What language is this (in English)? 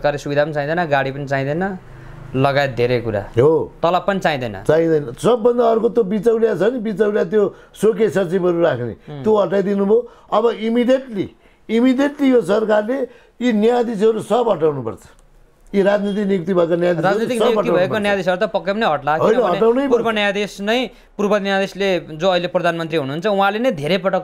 Nepali